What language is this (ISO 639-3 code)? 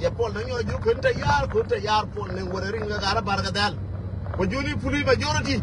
nus